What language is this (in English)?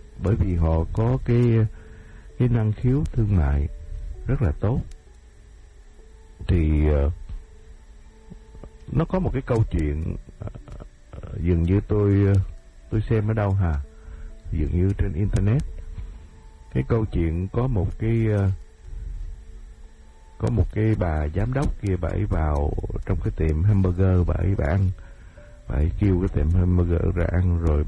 Vietnamese